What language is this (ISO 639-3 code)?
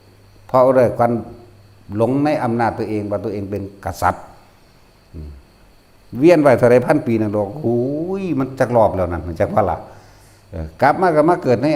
tts